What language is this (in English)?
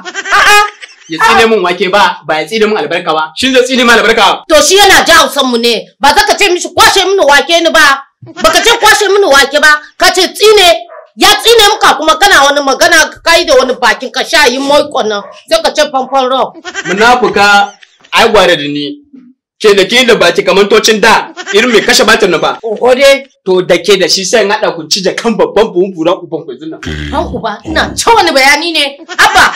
Hausa